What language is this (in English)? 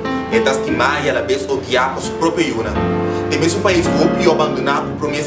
Papiamento